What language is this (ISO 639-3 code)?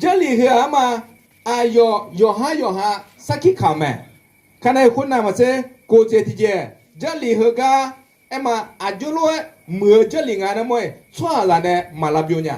ahk